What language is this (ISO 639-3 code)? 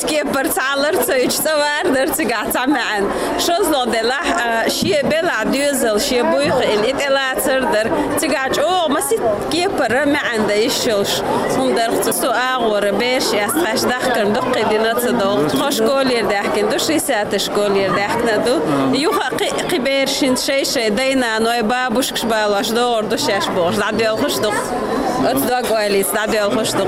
che